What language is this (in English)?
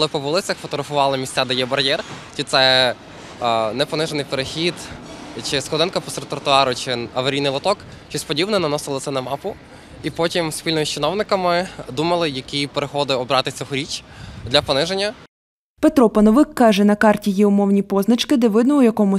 Ukrainian